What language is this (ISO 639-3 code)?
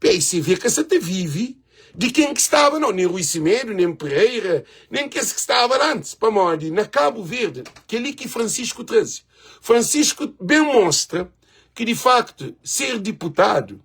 kea